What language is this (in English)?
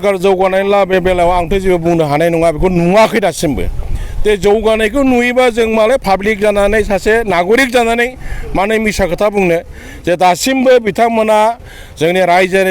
Bodo